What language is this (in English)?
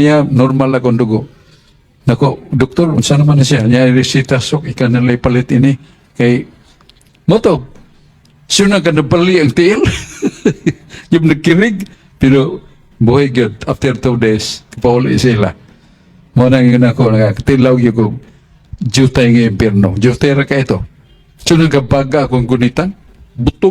Cebuano